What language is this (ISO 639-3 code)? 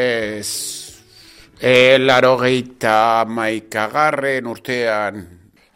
eus